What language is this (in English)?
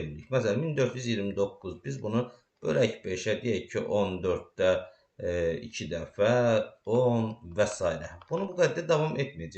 Azerbaijani